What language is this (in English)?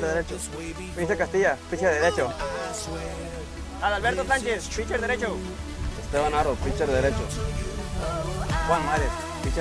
Spanish